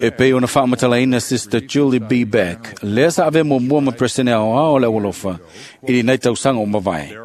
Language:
Samoan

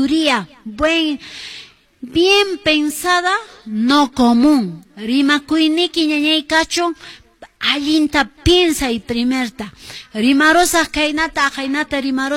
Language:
Quechua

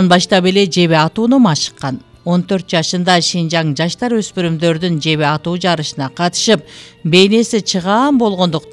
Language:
Kyrgyz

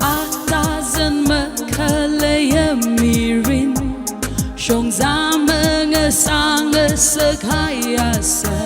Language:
Tangkhul Naga (India)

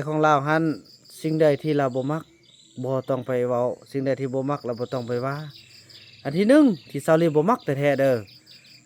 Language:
Lao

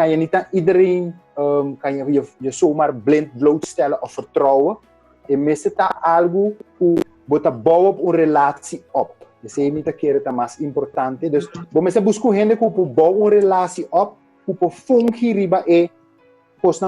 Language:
Papiamento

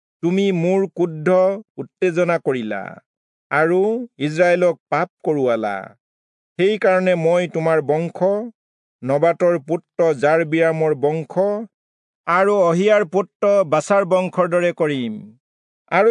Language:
Assamese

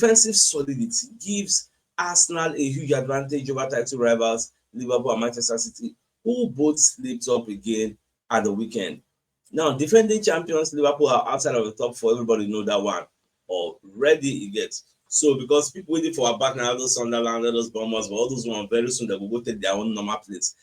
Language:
Nigerian Pidgin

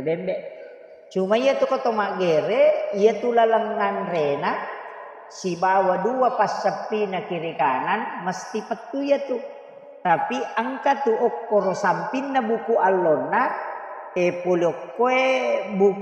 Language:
Buginese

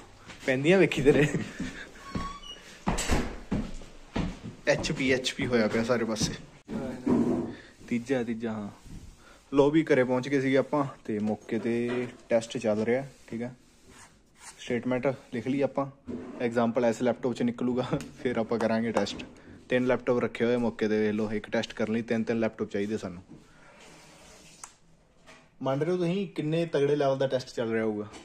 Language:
Punjabi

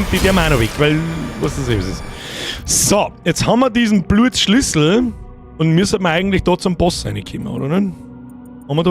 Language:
Bavarian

